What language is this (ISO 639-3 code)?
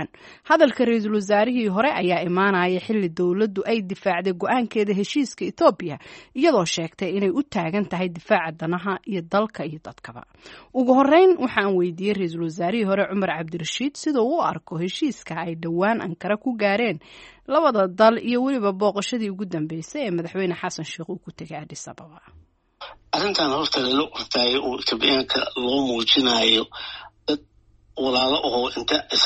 som